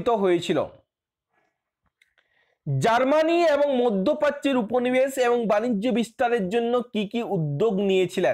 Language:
Bangla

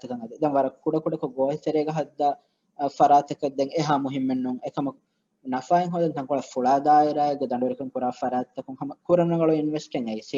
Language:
Divehi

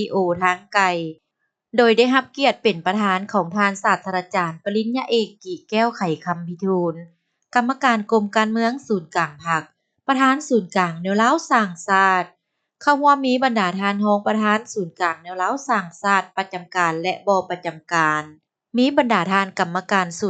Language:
Lao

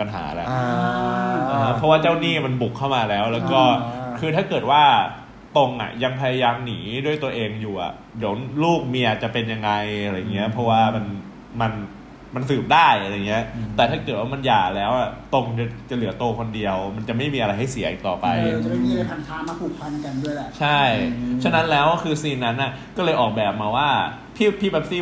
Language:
Thai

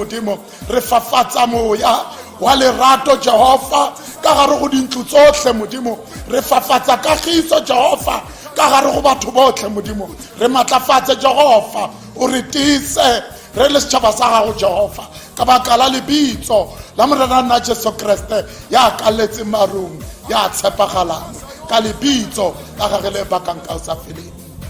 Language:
Tswana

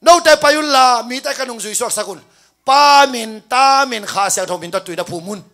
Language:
Tedim Chin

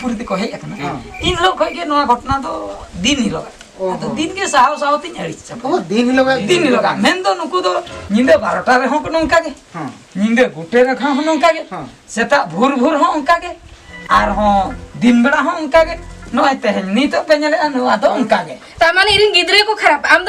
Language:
Santali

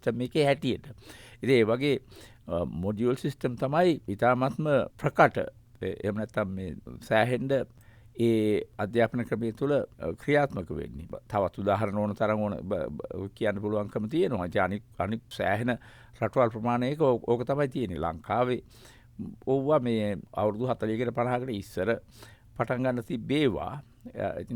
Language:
Sinhala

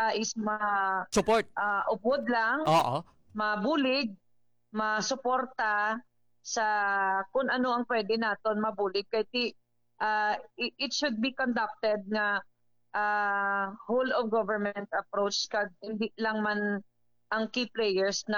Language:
Hiligaynon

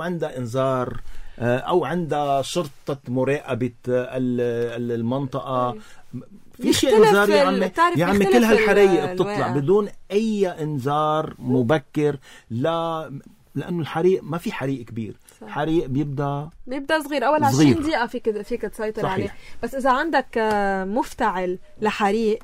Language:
North Levantine Arabic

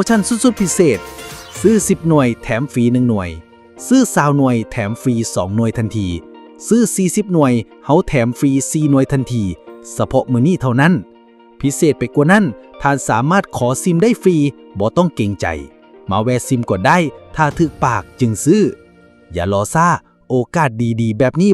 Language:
Lao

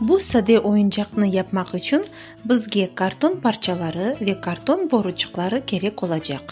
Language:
Crimean Tatar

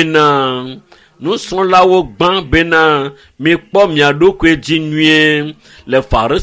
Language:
Ewe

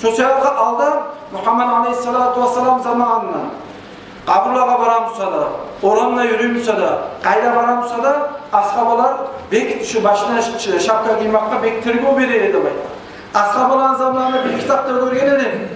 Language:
Kumyk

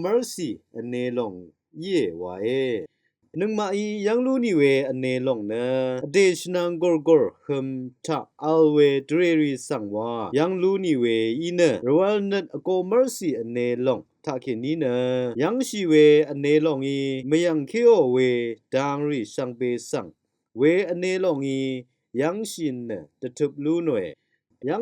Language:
Rawang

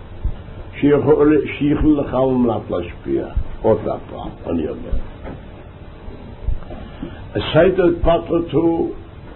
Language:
Hebrew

